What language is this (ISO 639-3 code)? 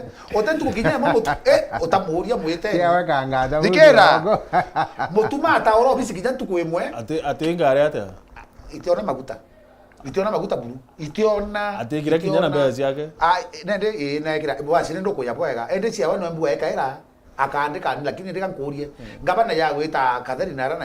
mer